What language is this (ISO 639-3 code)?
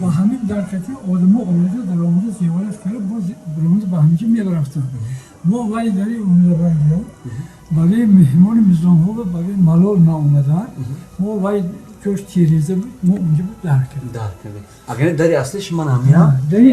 tgk